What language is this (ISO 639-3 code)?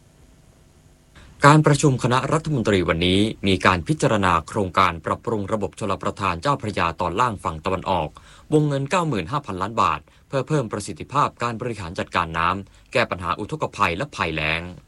tha